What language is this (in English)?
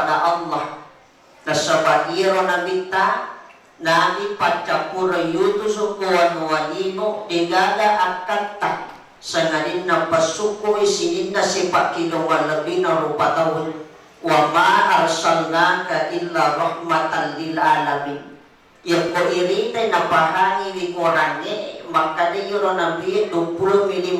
Buginese